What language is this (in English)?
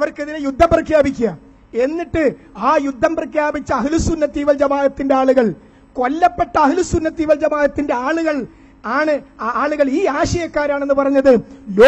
Malayalam